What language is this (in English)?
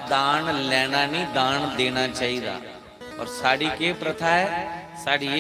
Dogri